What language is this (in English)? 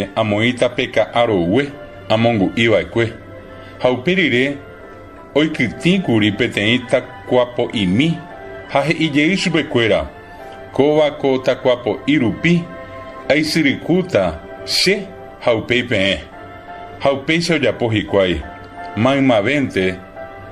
Guarani